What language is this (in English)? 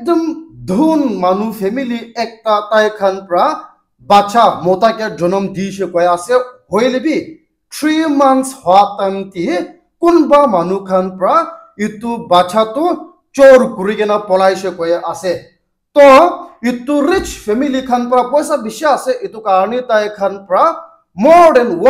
Naga Pidgin